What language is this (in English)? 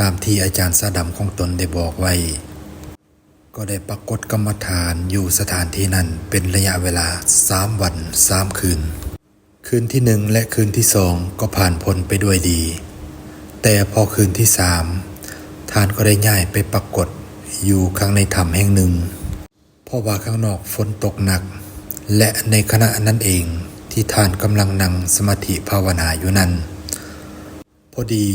Lao